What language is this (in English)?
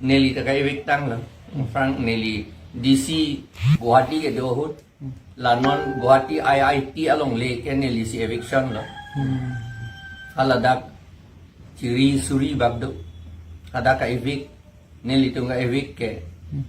Karbi